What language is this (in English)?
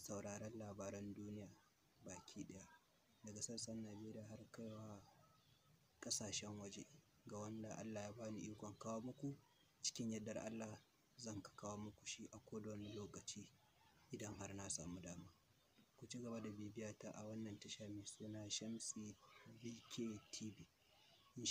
Hausa